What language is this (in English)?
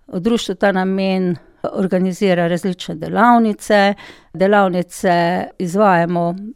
Slovenian